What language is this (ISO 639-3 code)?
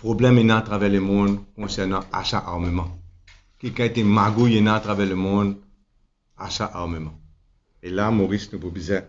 mfe